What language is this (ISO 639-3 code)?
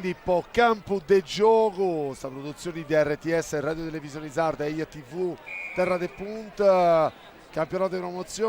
srd